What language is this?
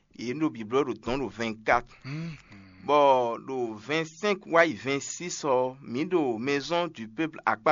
Fon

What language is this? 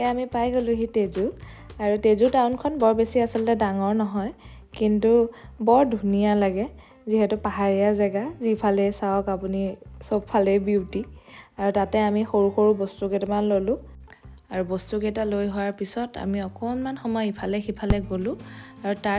Assamese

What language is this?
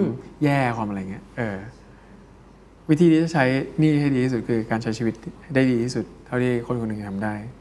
Thai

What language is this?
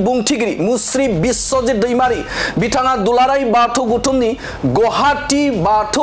Bodo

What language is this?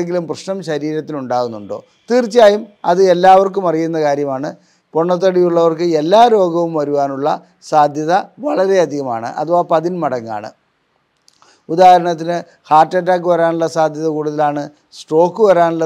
Malayalam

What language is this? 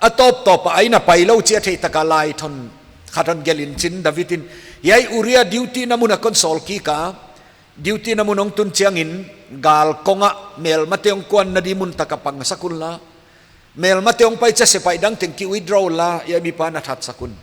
Paite Chin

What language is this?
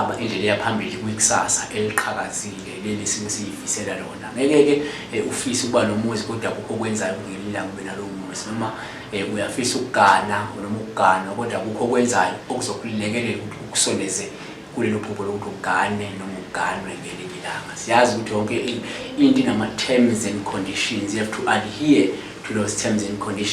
Zulu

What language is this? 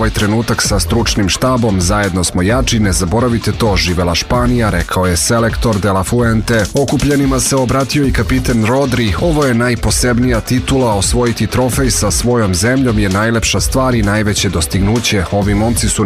Serbian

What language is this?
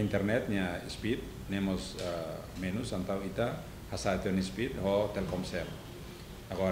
Tetum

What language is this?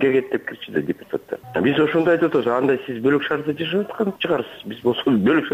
Kyrgyz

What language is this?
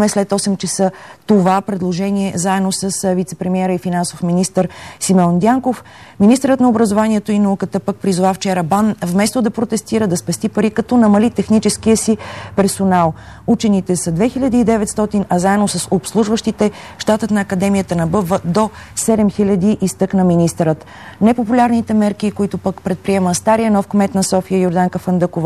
Bulgarian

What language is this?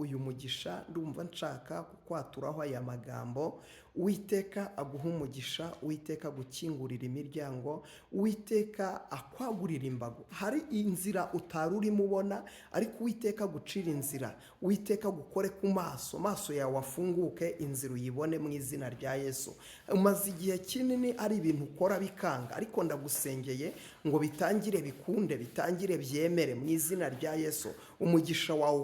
Kinyarwanda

